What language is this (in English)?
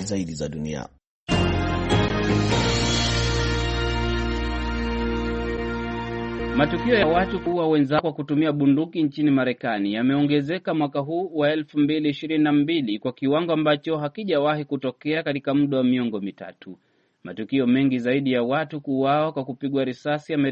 Swahili